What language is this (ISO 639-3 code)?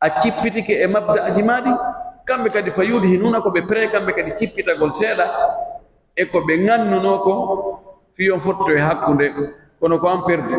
fuf